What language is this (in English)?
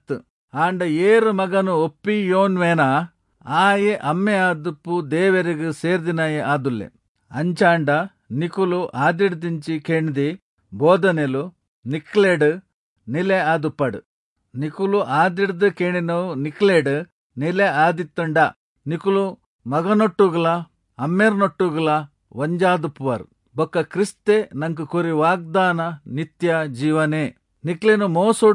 Tulu